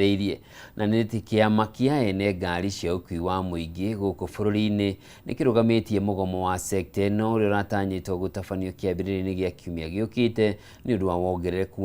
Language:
Kikuyu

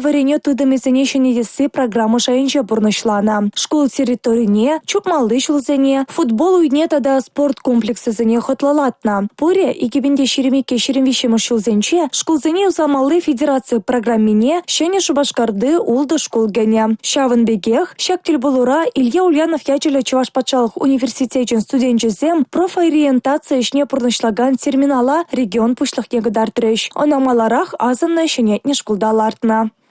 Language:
Chuvash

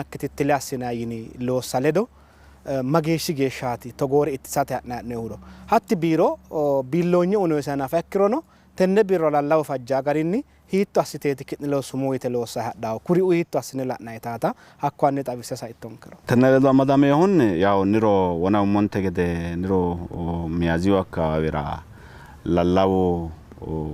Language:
Sidamo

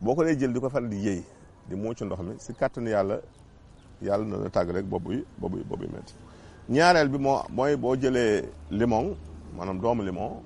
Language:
Wolof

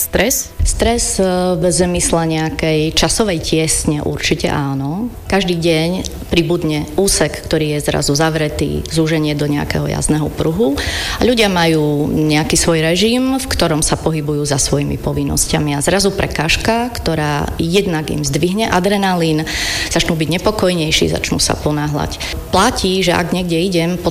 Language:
Slovak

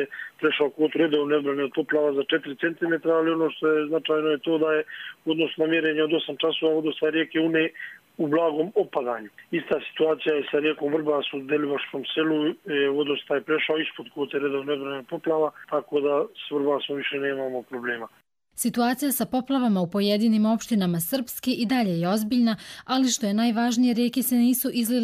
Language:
Croatian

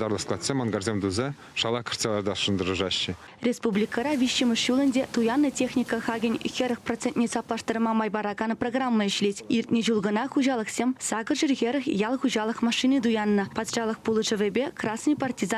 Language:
Chuvash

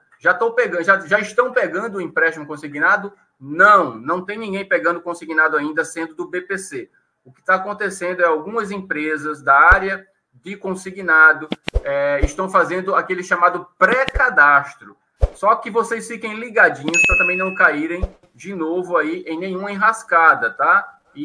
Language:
Portuguese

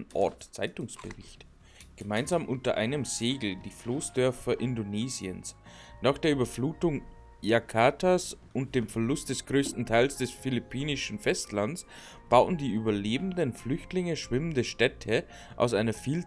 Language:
Bavarian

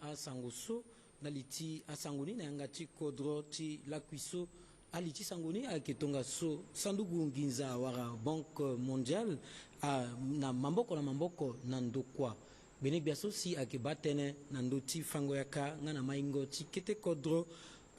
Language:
Sango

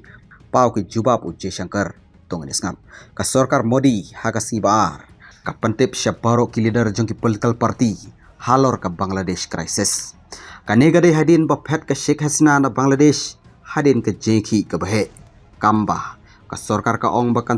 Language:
Khasi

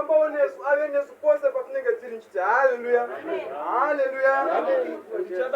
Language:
Shona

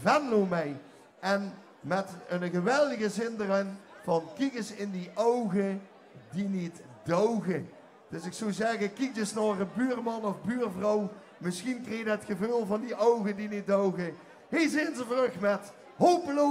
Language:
Limburgish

